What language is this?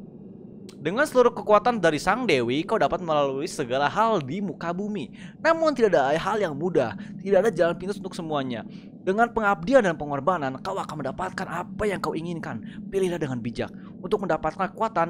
Indonesian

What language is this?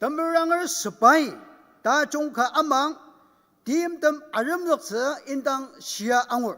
Ao Naga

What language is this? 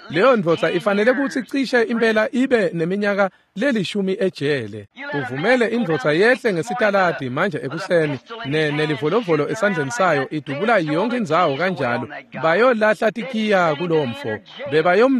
Swati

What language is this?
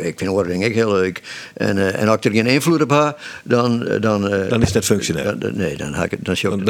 Western Frisian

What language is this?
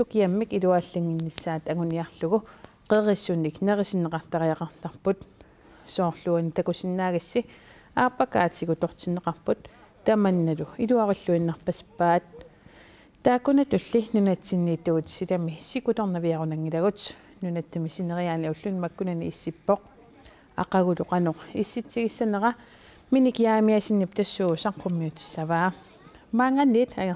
Kalaallisut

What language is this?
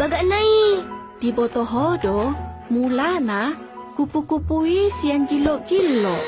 Batak Toba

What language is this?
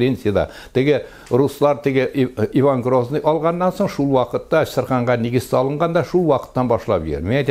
Tatar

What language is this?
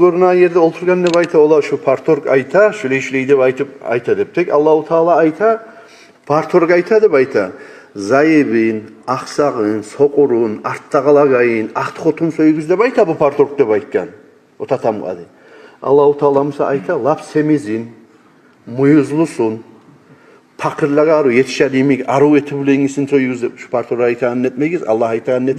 Kumyk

